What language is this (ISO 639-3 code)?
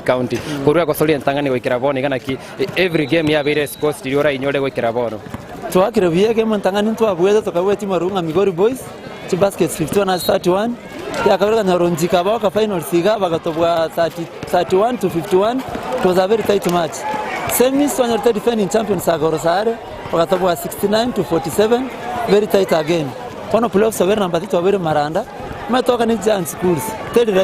guz